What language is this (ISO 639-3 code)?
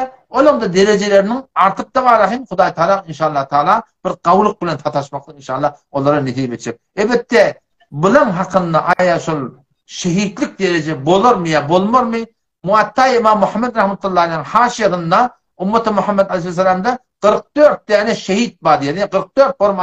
tuk